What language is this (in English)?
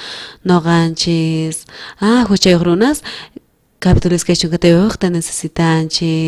South Bolivian Quechua